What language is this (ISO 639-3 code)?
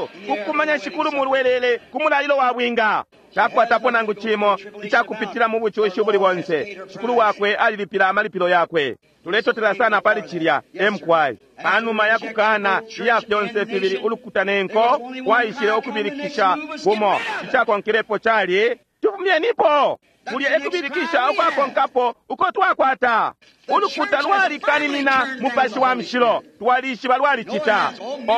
bem